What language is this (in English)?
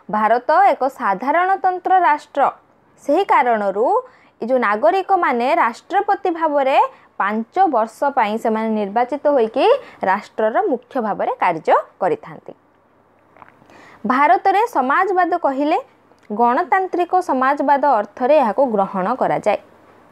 Odia